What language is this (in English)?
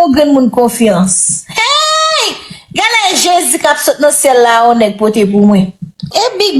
Haitian Creole